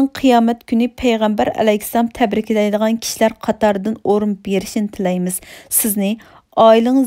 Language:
Uyghur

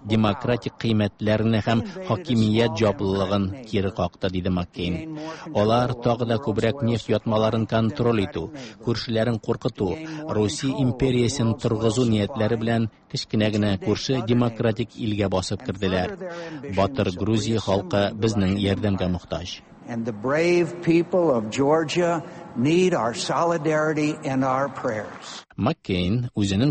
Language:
Tatar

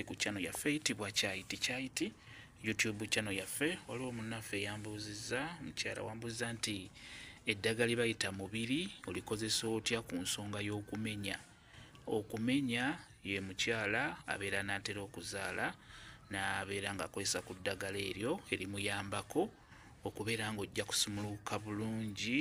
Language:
Ganda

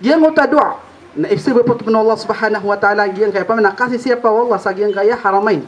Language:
Maranao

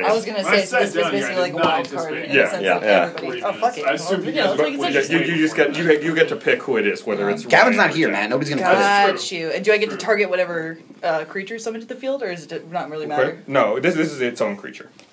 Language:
English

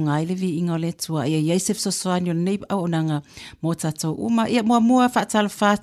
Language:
Samoan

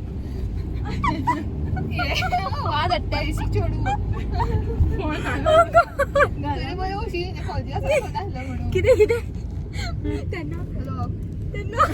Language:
Konkani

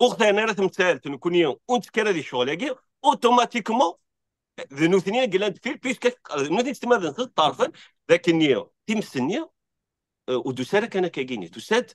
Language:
Kabyle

